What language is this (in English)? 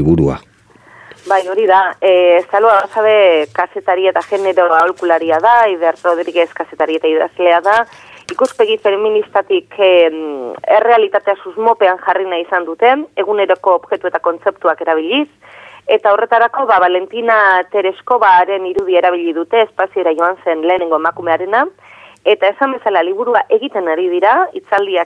Basque